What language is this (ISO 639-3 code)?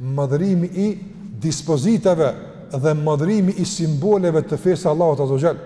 sqi